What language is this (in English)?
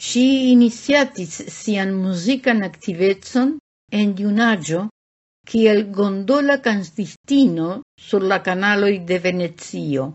Esperanto